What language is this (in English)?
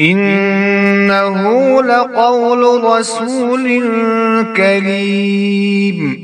Kashmiri